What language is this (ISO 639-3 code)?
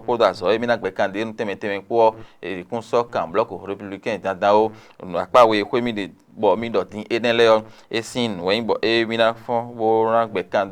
fon